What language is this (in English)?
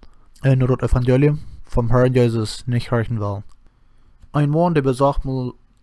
Plautdietsch